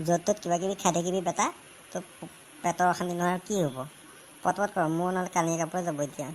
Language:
Assamese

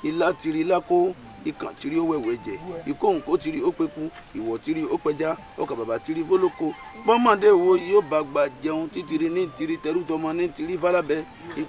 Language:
Yoruba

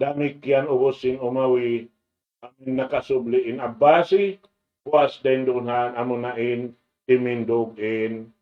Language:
Tausug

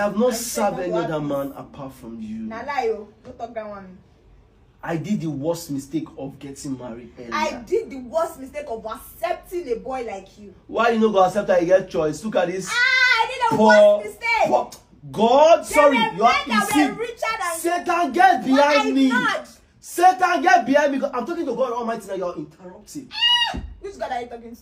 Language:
Nigerian Pidgin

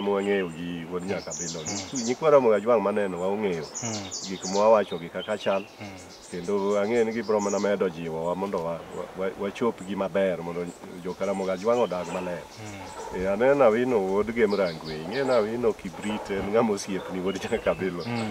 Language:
Luo (Kenya and Tanzania)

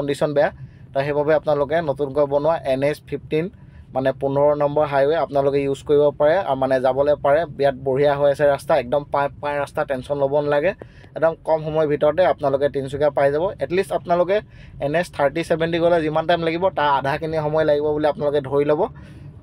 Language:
Assamese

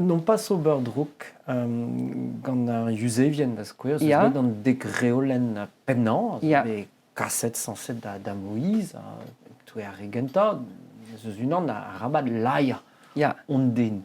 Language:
Breton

